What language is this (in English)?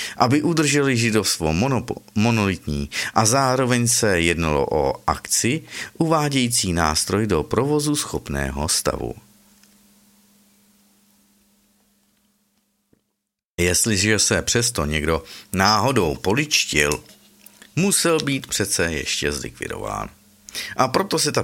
Czech